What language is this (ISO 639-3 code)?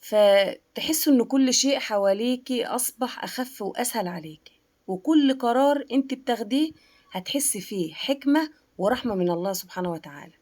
arz